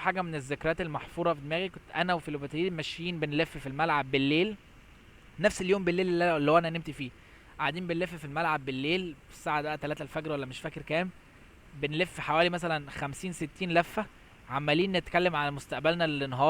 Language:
Egyptian Arabic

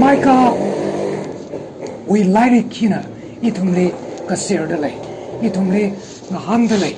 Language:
Tangkhul Naga (India)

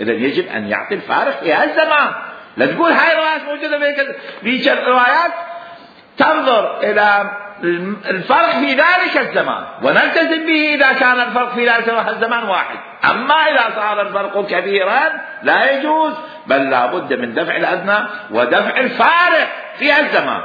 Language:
Mesopotamian Arabic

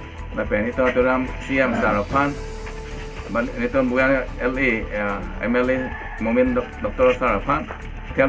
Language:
Karbi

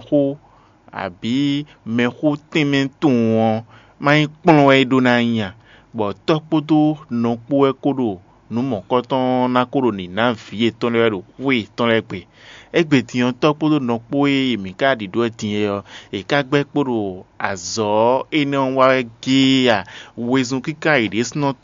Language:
Fon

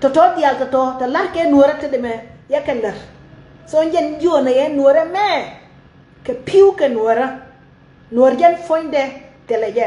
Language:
Nuer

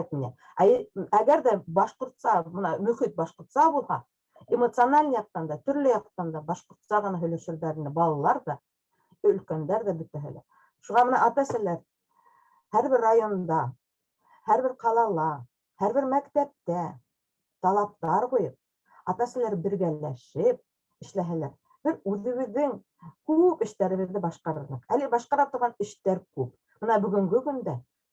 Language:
Bashkir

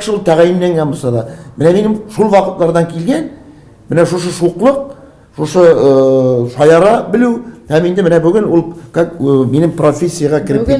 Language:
Tatar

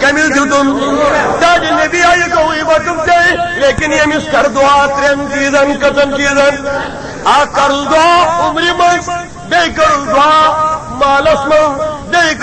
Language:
Kashmiri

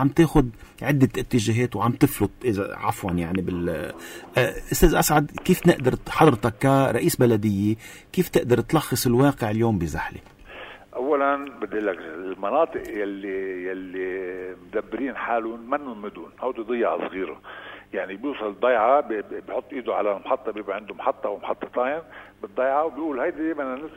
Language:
North Levantine Arabic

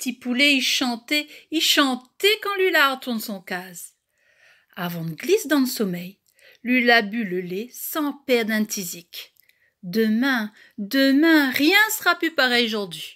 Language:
Réunion Creole French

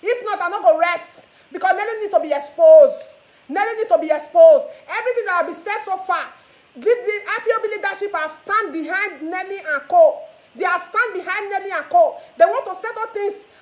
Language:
Nigerian Pidgin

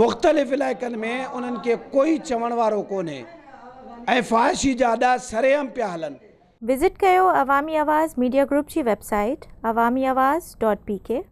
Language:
Sindhi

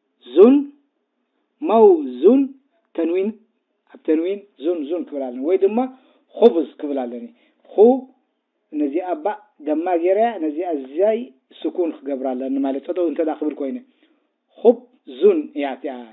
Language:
Tigrinya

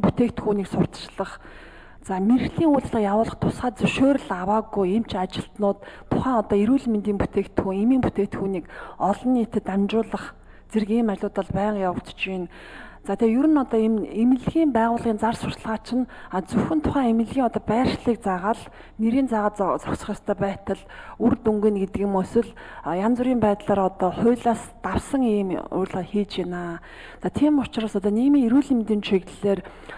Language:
Mongolian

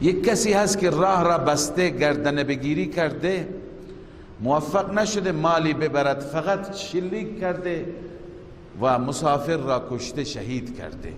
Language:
Persian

